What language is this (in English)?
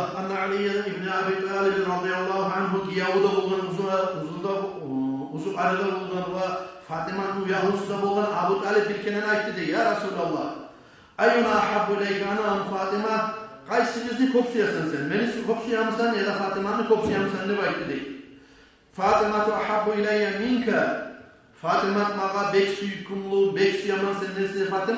Kumyk